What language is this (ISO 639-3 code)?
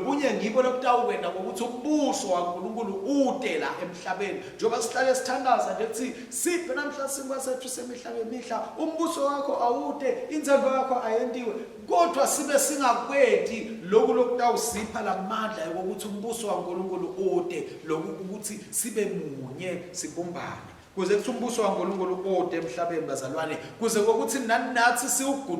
ssw